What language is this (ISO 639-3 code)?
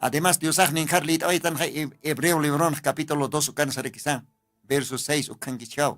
aym